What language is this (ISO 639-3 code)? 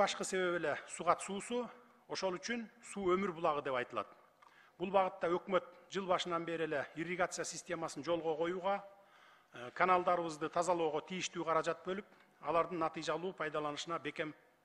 kir